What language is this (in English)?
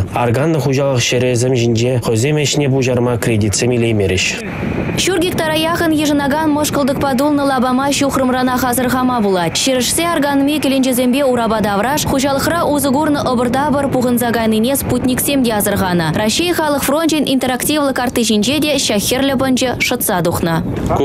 Chuvash